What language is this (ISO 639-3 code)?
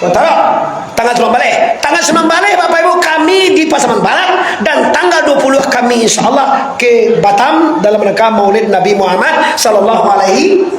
min